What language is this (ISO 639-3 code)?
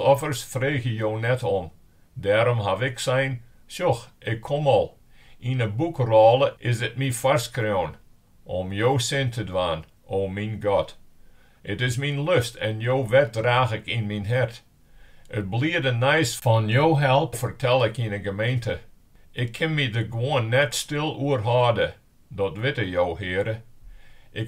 fry